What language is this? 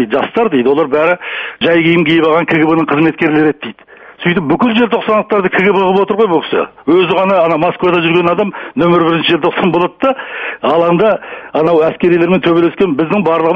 Kazakh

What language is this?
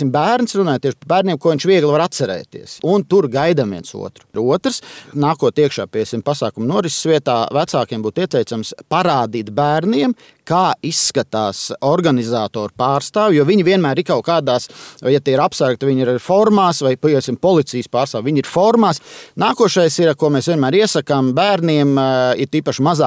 Latvian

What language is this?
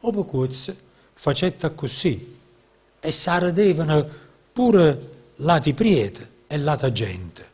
Neapolitan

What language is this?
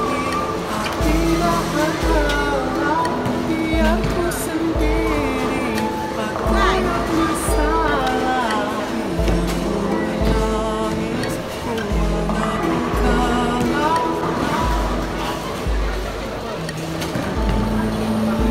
Malay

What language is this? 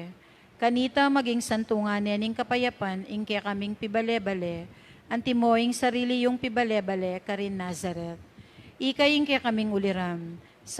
Pampanga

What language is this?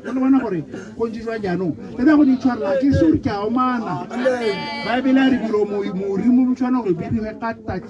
Tswana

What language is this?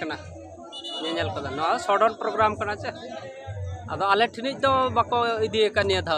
Santali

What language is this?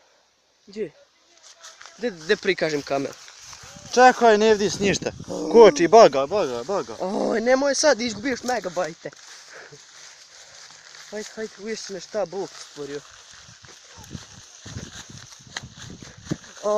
Bosnian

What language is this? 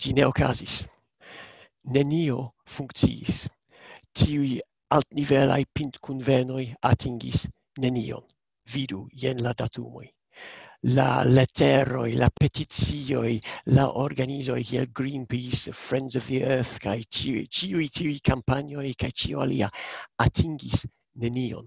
Esperanto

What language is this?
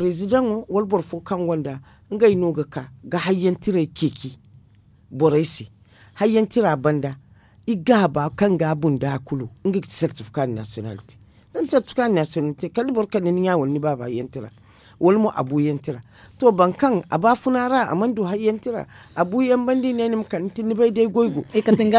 Zarma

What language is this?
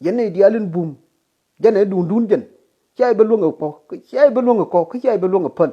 Nuer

